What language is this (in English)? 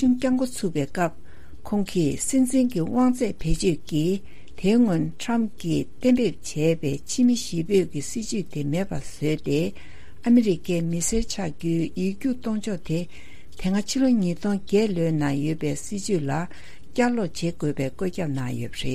Tibetan